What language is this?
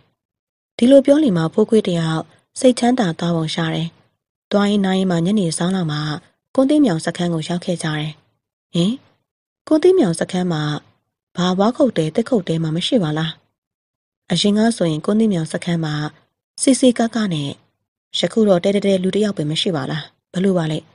Burmese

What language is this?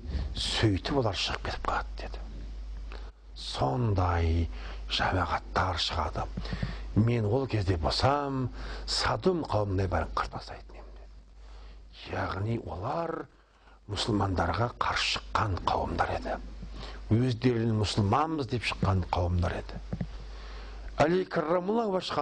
Kazakh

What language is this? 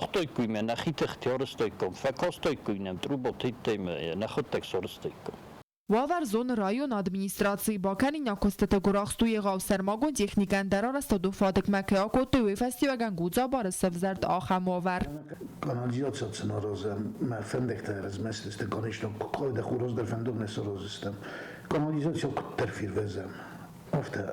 Ossetic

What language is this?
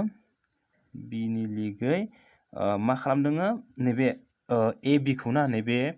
Bodo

